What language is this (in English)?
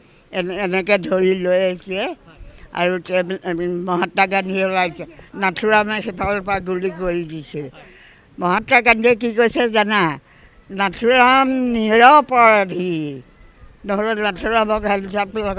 Assamese